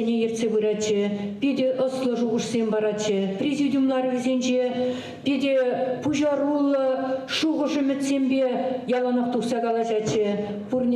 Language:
Chuvash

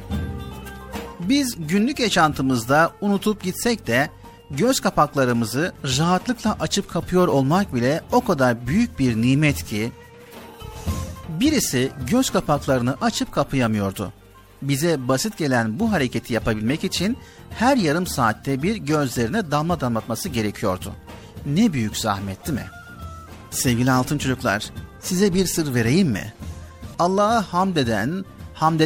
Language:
Turkish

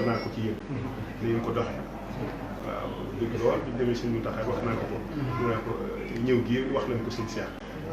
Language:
Wolof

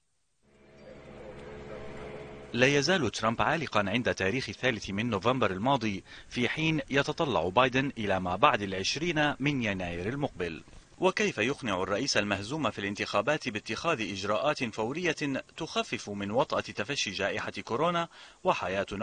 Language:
Arabic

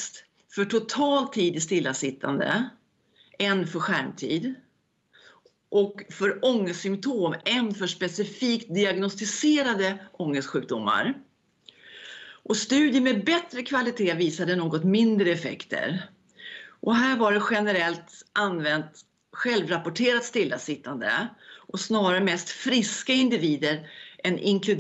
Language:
Swedish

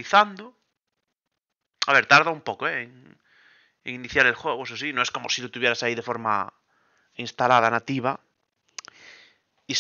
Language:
Spanish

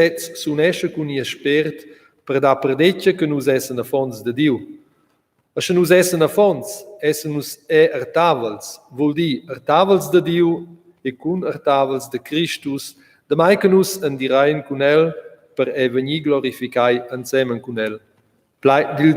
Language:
Romansh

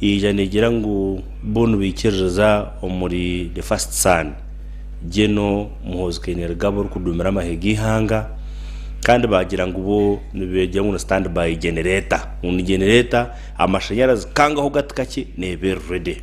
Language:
Nyankole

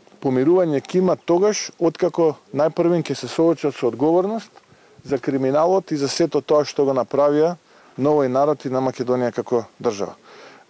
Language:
Macedonian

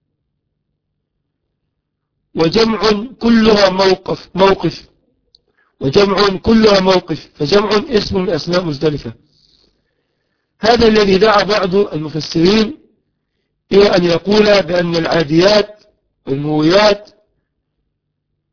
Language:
Arabic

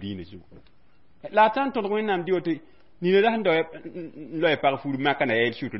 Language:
Mossi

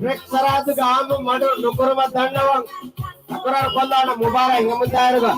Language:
Divehi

